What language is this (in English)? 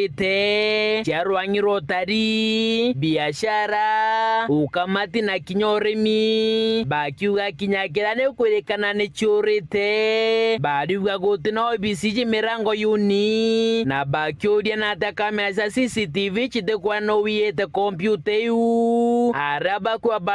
Meru